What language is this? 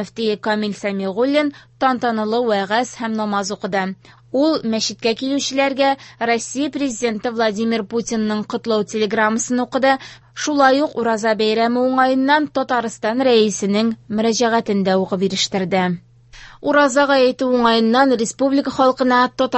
Tatar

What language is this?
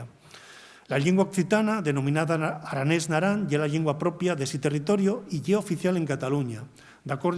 Asturian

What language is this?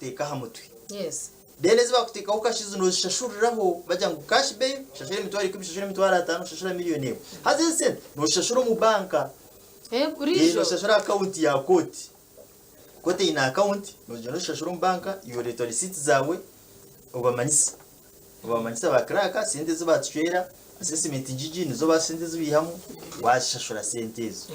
Nyankole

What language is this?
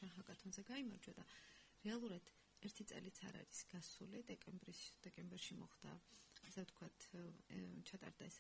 Georgian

